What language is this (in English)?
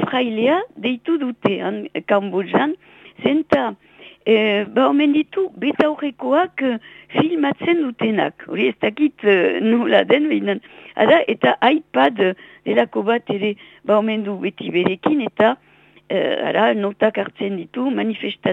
Basque